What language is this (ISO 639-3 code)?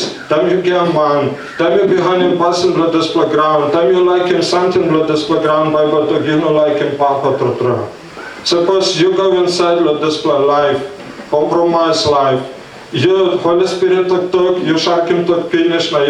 tpi